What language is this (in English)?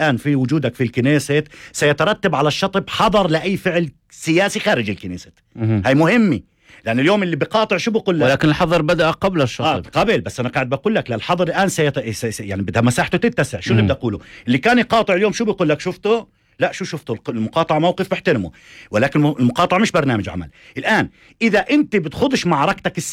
North Levantine Arabic